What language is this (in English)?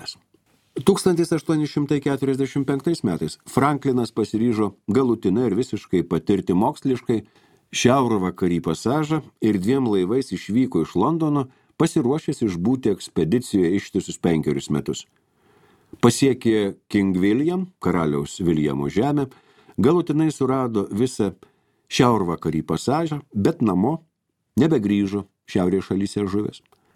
Lithuanian